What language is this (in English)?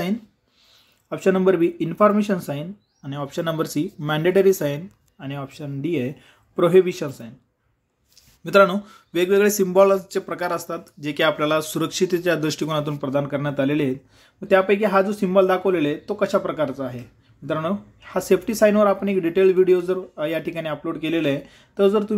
Marathi